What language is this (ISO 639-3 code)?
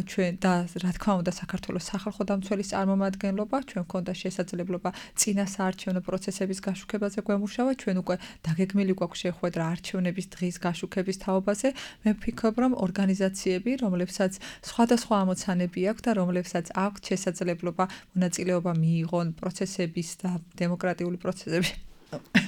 kat